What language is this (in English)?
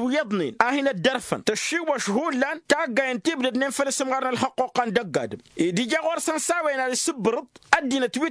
Tamasheq